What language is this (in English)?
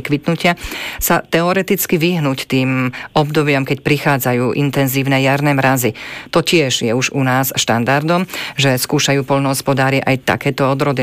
Slovak